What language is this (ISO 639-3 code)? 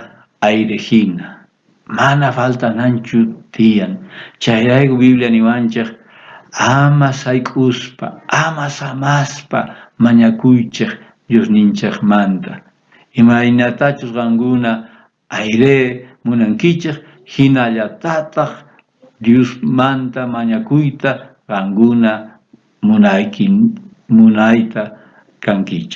quh